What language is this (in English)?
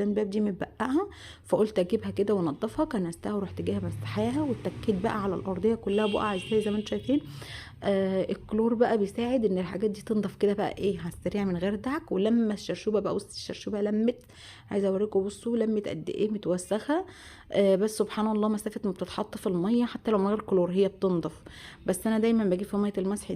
Egyptian Arabic